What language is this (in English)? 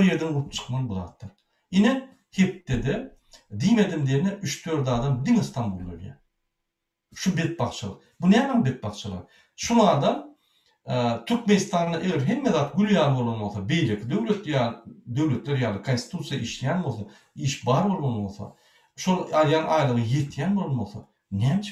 Turkmen